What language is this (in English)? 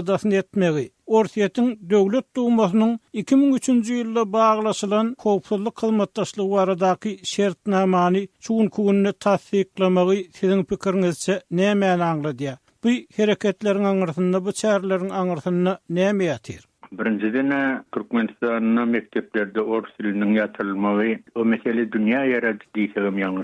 Turkmen